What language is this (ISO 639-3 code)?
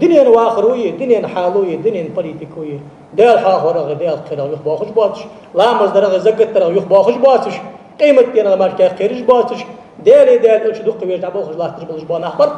inh